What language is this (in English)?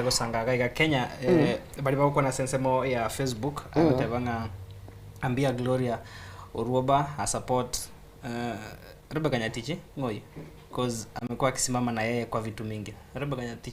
Gusii